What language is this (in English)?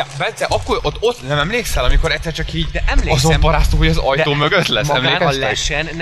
Hungarian